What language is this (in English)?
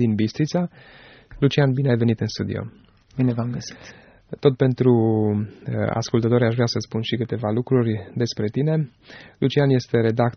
Romanian